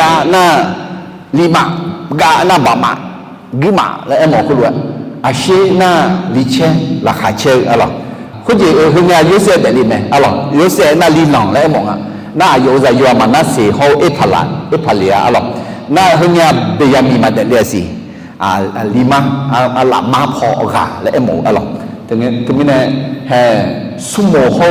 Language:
Akha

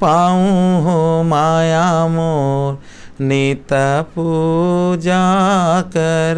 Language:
Chhattisgarhi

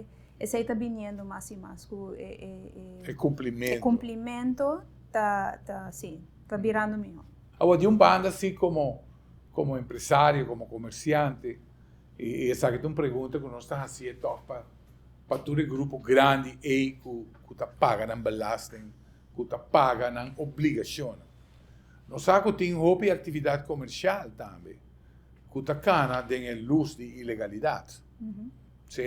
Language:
Papiamento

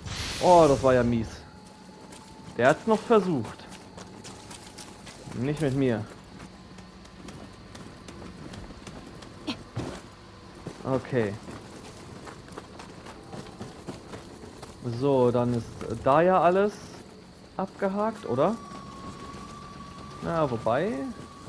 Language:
German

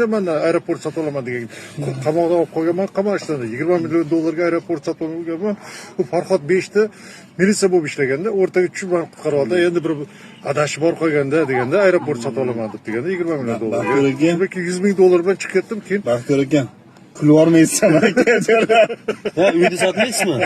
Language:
Uzbek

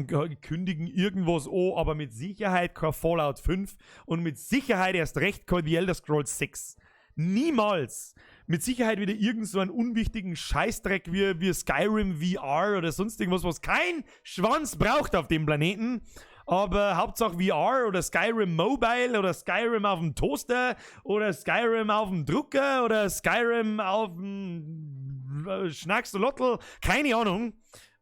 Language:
Bavarian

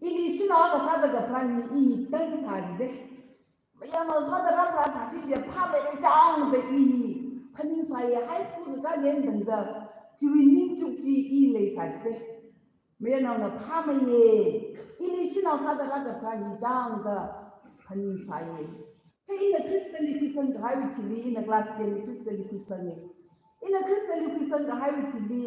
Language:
Tangkhul Naga (India)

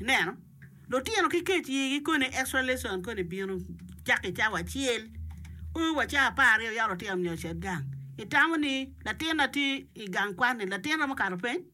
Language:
Acoli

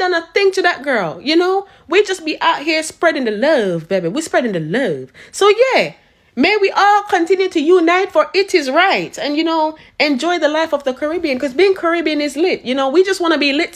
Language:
Jamaican Creole English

